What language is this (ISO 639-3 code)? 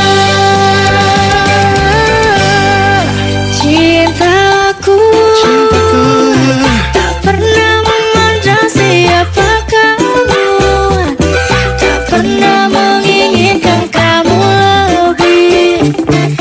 ind